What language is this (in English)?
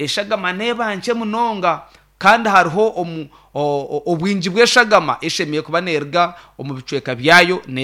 Nyankole